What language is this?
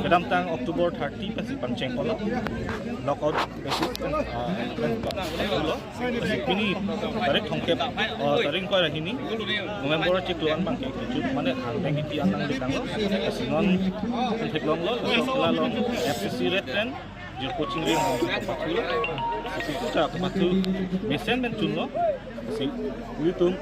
Karbi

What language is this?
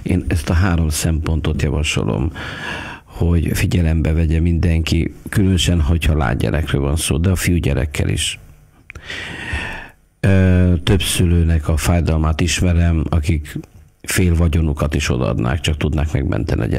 Hungarian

